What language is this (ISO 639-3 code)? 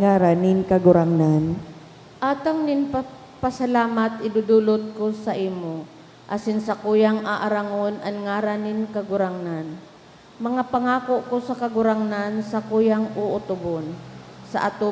bik